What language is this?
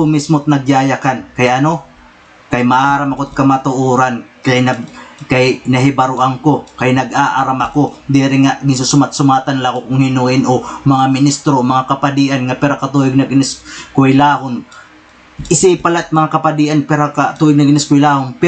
Waray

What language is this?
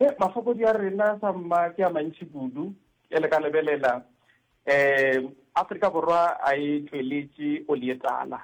Northern Sotho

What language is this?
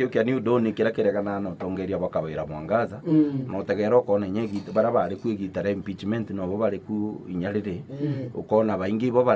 Meru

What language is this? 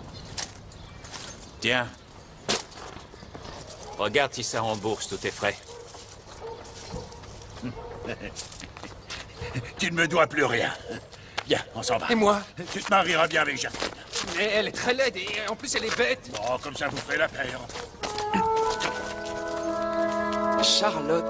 French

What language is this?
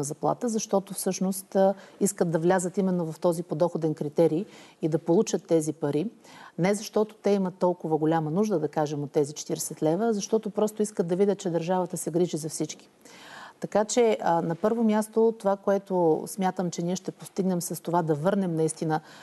Bulgarian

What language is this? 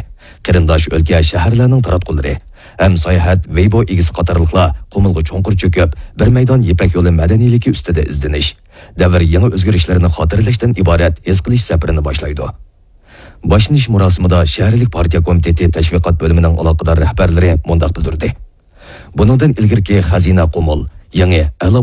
Uyghur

